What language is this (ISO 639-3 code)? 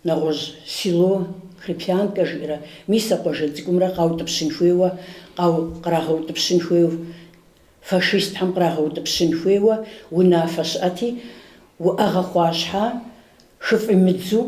kbd